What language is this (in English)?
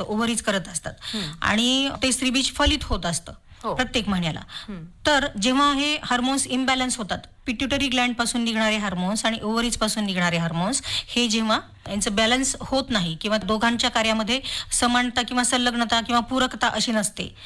Marathi